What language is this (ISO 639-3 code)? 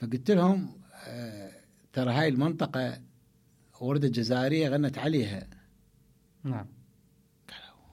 acm